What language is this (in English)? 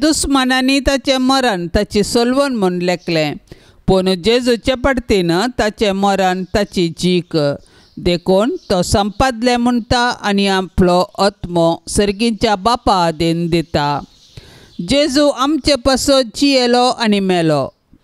Konkani